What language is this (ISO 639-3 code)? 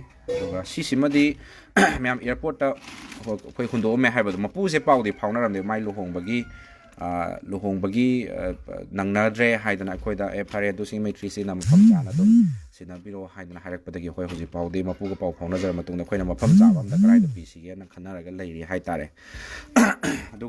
mni